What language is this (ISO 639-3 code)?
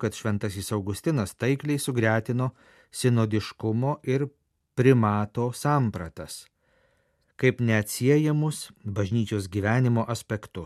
lit